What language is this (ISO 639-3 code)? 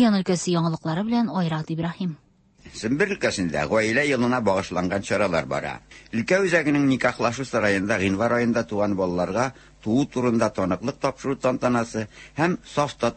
tat